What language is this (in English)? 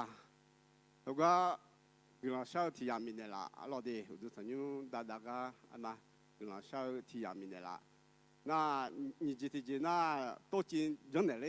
Akha